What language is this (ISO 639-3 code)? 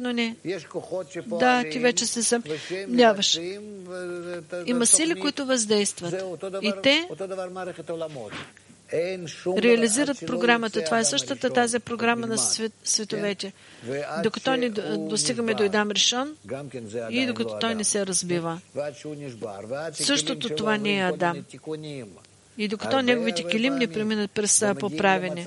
bul